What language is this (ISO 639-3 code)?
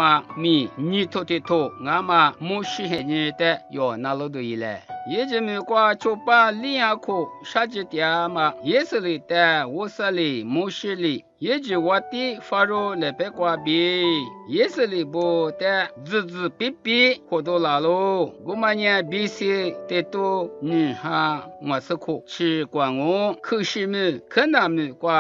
lis